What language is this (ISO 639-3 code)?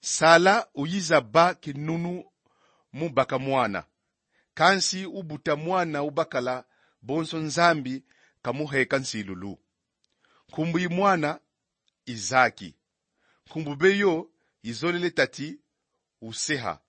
kon